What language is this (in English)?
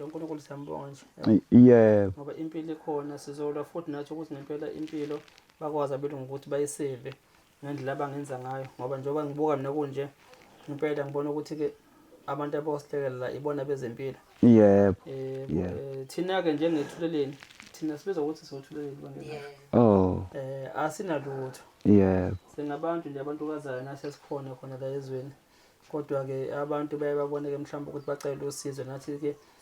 Zulu